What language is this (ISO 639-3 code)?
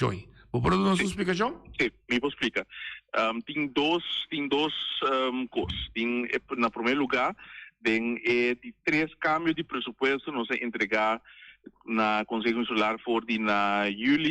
pap